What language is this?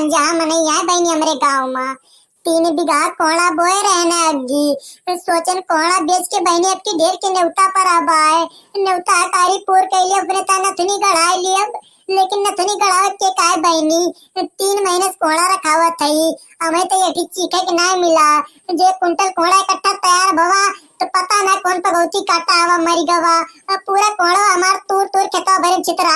Awadhi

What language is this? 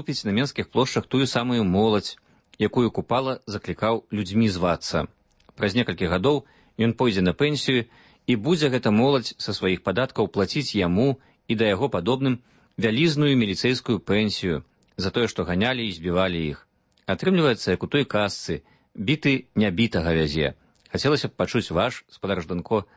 Belarusian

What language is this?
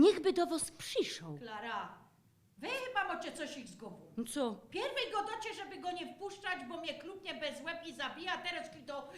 Silesian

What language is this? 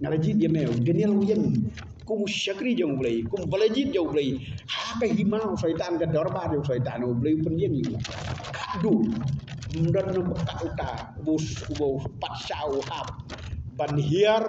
Khasi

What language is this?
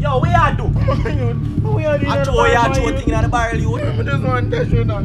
Jamaican Creole English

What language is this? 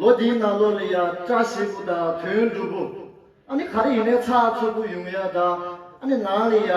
Tibetan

